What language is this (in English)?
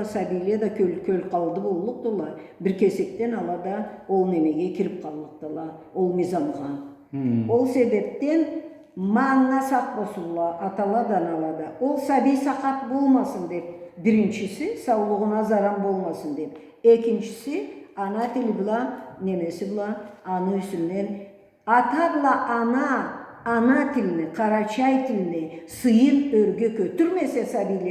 Karachay-Balkar